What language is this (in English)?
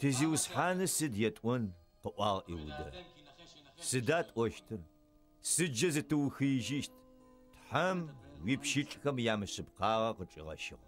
Adyghe